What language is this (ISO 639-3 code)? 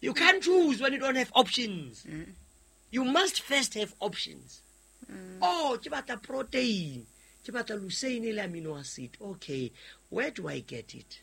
sot